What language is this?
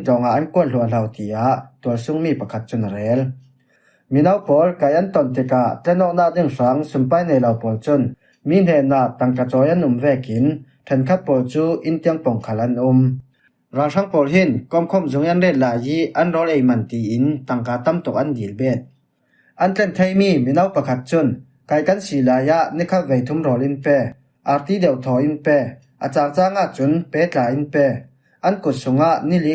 Falam Chin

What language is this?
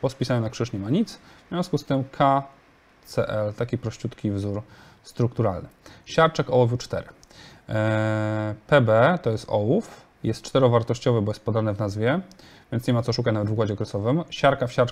Polish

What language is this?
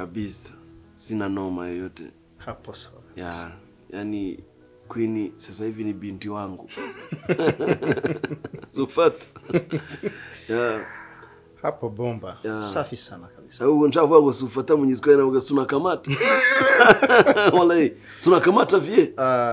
Kinyarwanda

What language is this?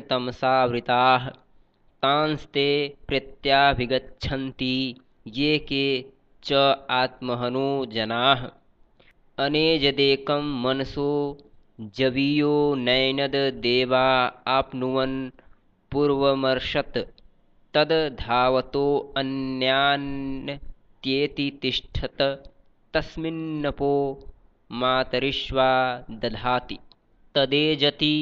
Sanskrit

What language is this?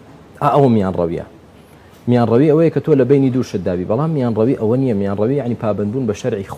Central Kurdish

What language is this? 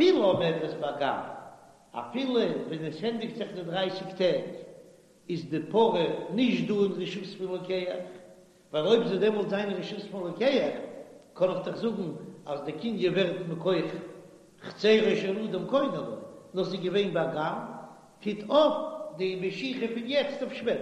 Yiddish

